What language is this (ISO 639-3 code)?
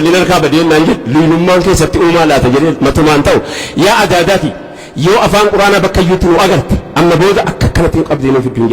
orm